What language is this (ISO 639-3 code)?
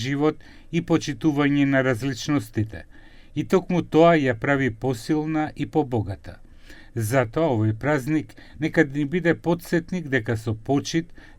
mkd